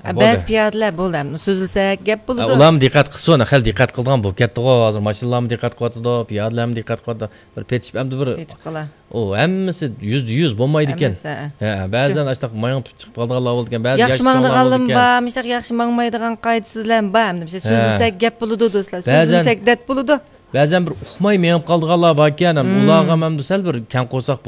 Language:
Uyghur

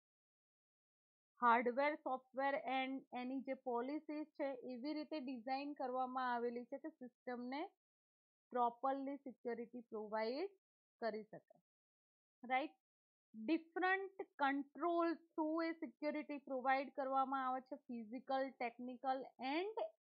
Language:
Gujarati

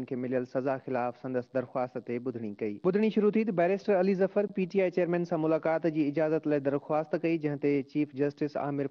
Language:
Sindhi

